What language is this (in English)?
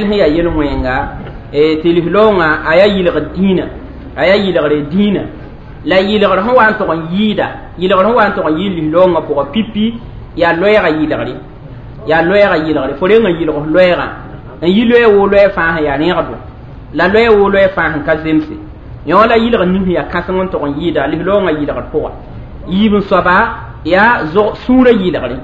Mossi